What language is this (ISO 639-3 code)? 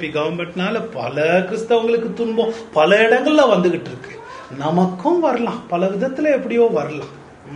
tam